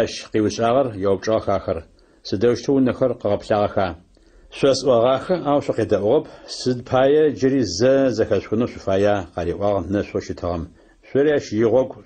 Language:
Adyghe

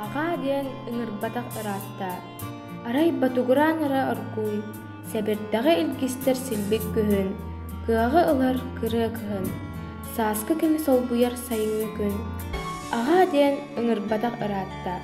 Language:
Yakut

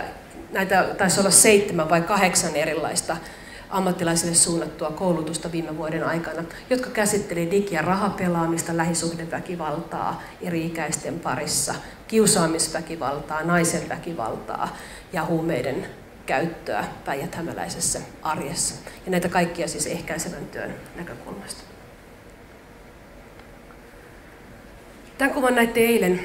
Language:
Finnish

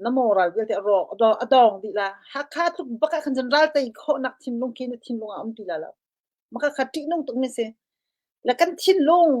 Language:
Hakha Chin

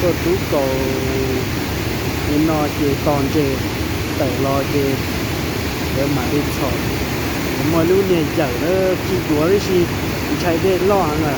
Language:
Hmong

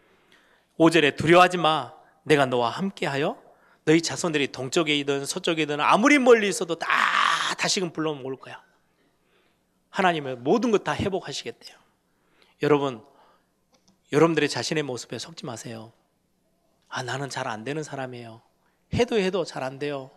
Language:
Korean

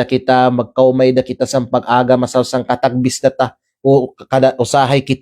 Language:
Kalagan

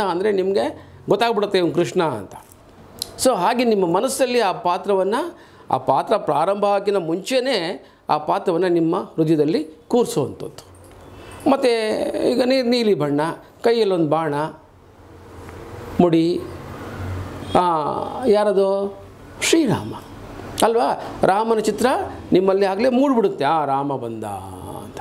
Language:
Kannada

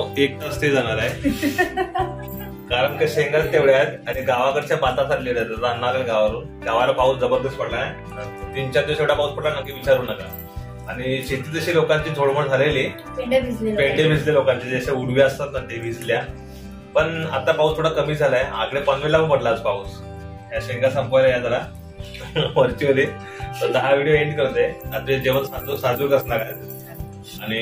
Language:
Marathi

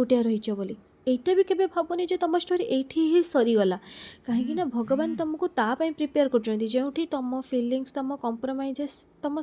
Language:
Odia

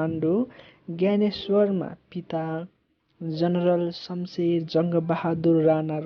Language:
Nepali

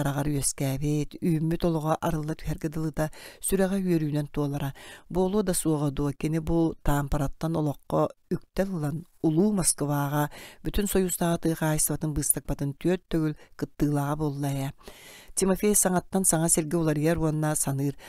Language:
Yakut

